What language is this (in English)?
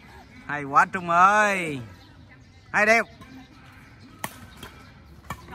Vietnamese